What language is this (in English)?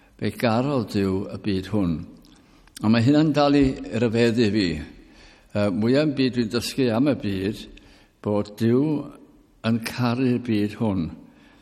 Welsh